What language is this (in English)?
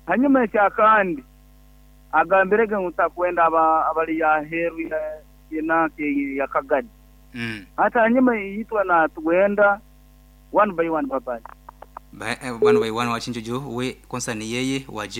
Nyankole